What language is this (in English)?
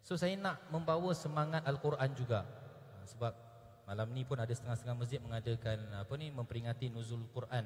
Malay